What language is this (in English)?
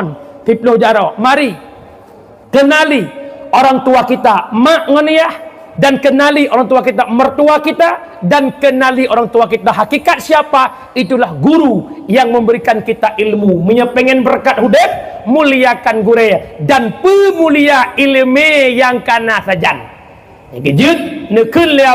Achinese